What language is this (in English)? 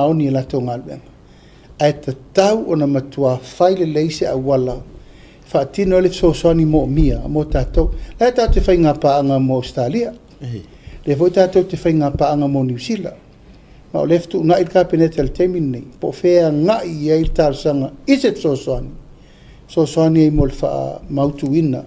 Samoan